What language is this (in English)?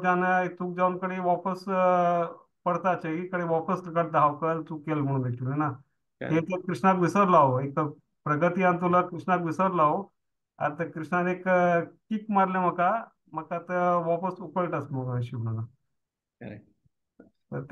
Konkani